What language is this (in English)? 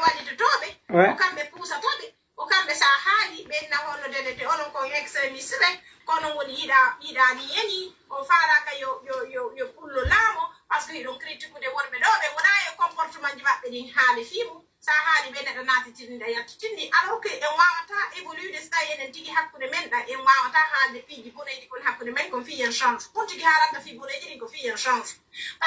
Pular